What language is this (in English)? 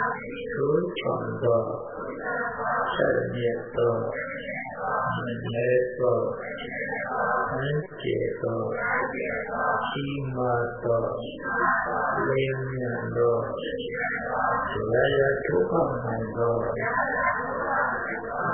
Burmese